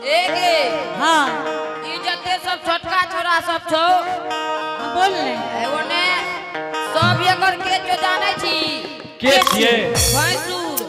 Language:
Angika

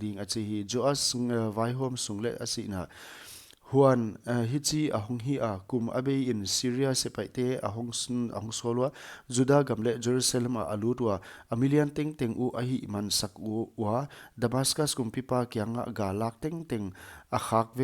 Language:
Paite Chin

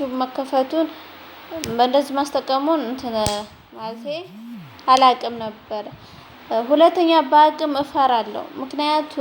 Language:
Amharic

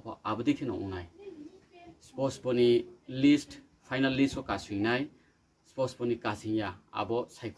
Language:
Riang (India)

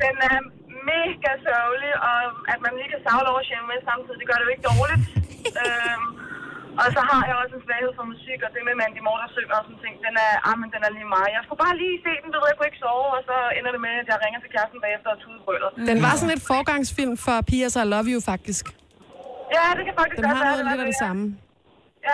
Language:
Danish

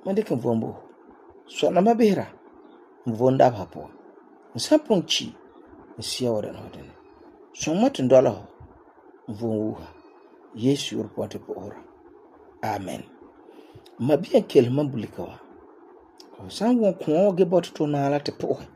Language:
Frafra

